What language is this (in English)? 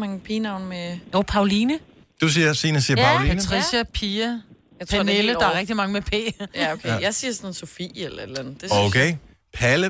Danish